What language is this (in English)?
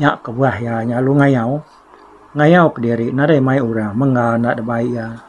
Iban